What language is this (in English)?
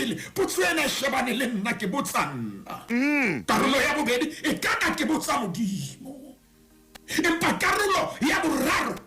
Southern Sotho